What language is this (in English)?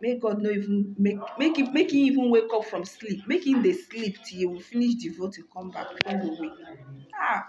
Nigerian Pidgin